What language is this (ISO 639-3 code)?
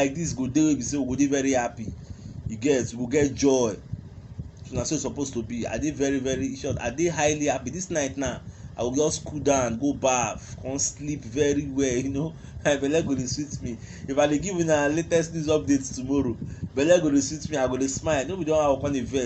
pcm